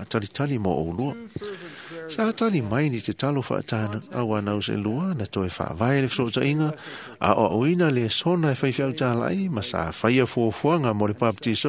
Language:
Samoan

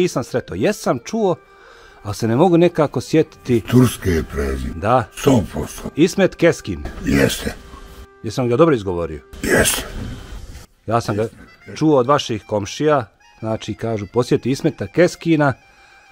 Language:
Bosnian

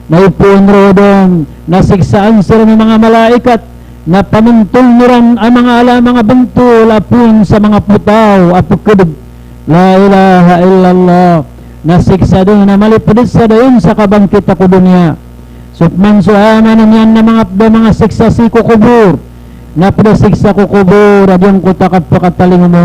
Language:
Maranao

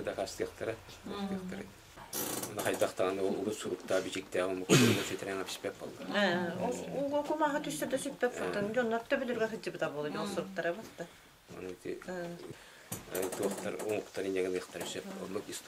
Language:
Yakut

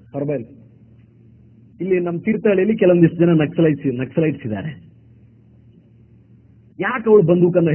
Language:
Kannada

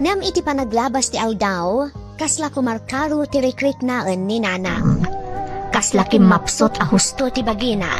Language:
Iloko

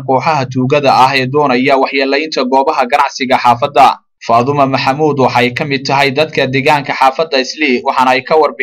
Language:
Somali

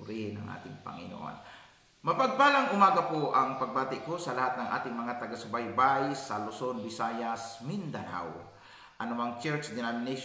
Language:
Filipino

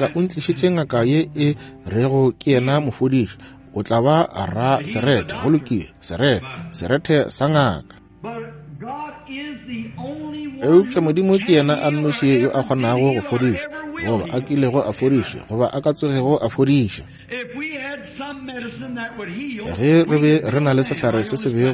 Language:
Northern Sotho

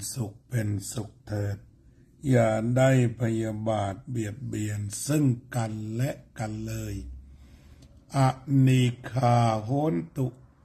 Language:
Thai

